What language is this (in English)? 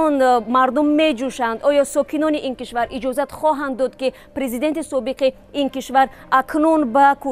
Tajik